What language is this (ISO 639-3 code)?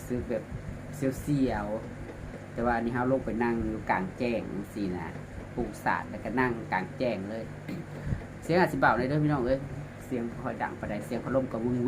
tts